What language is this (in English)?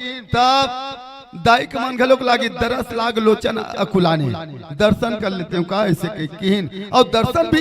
Chhattisgarhi